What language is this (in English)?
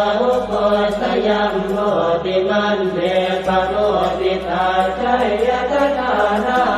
Pali